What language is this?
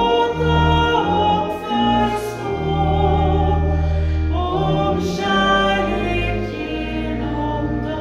Swedish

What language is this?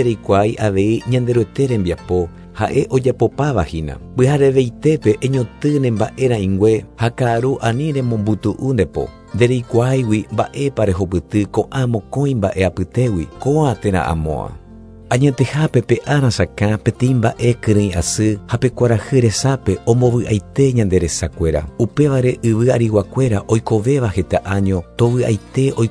Guarani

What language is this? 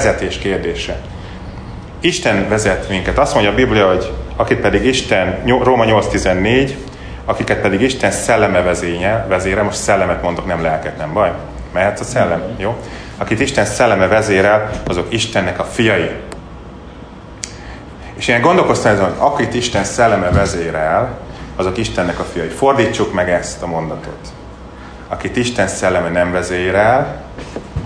Hungarian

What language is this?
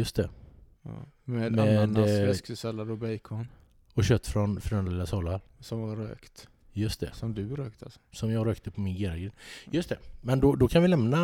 Swedish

